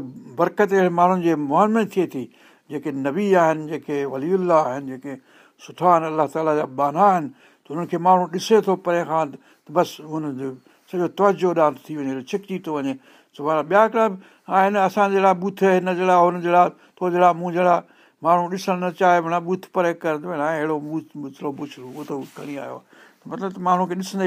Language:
Sindhi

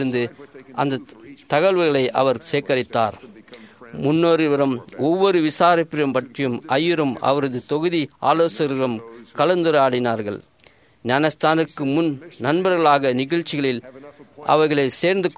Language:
Tamil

